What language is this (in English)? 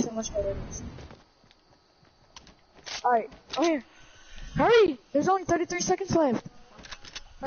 English